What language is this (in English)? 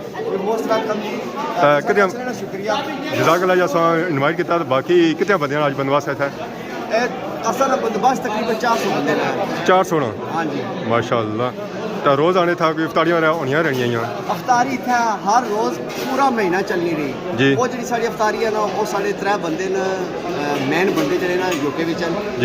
Pahari-Potwari